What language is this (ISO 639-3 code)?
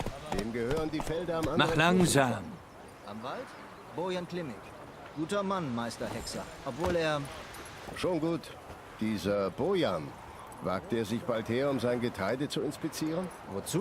gsw